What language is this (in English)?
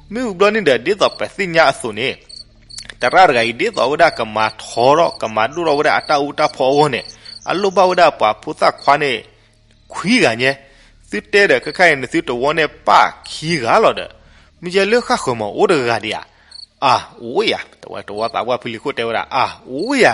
S'gaw Karen